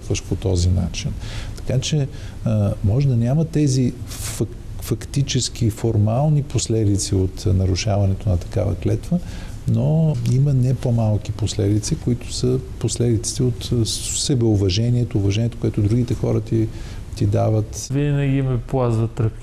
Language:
Bulgarian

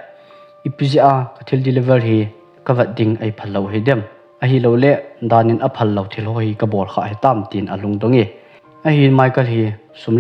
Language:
Thado Chin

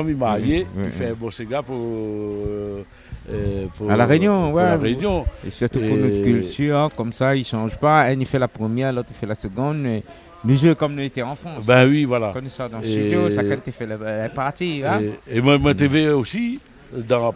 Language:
Réunion Creole French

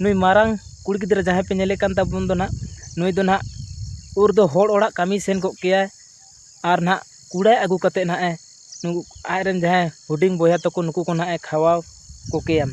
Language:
Santali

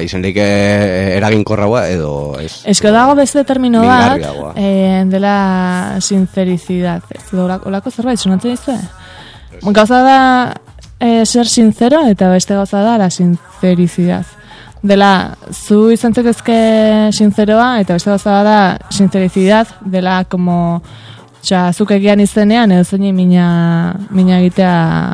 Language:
Basque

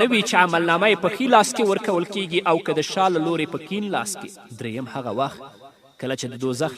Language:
Pashto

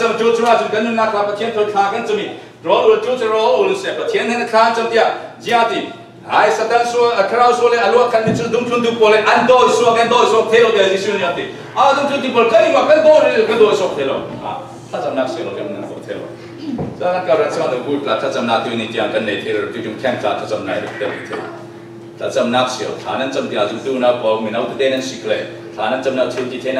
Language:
Falam Chin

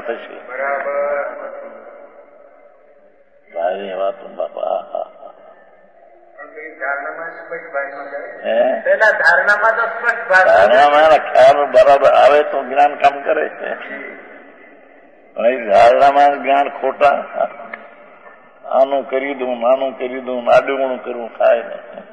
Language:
Gujarati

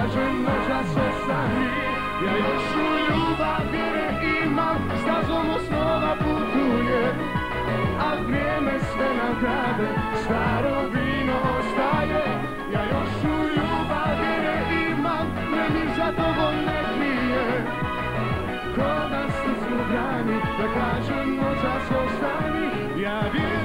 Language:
Croatian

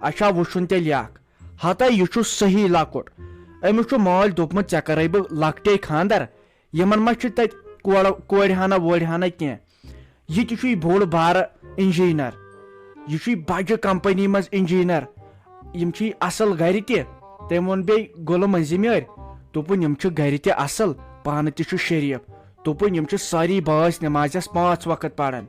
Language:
Kashmiri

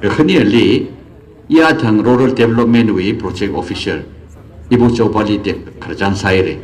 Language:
Tangkhul Naga (India)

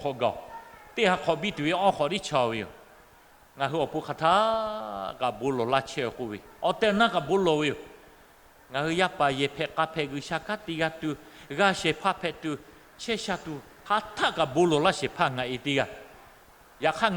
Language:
Lahu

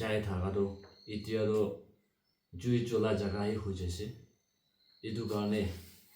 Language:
Naga Pidgin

